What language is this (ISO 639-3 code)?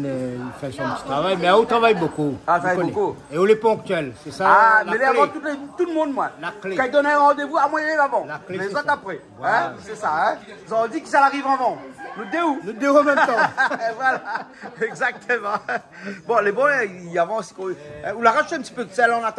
rcf